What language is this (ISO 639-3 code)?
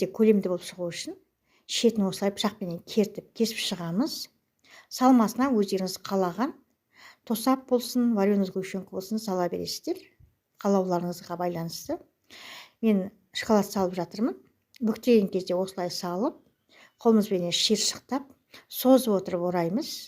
kaz